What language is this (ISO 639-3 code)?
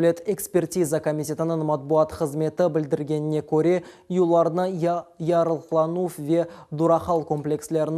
crh